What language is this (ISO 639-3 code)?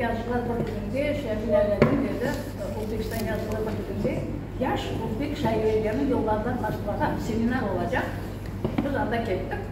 crh